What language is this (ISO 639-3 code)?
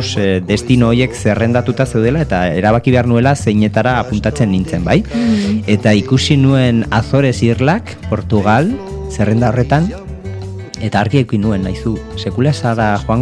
eus